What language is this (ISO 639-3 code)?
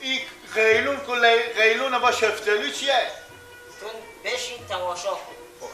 fas